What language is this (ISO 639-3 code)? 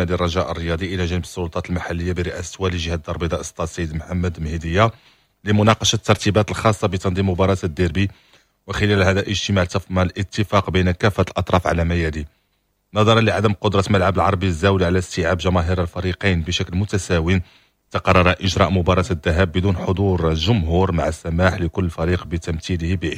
ary